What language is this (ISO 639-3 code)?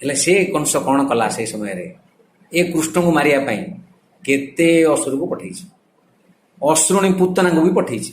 ori